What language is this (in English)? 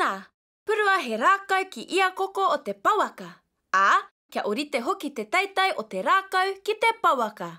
Māori